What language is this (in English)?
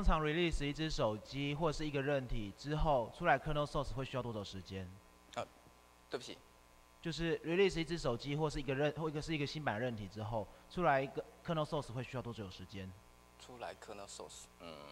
Chinese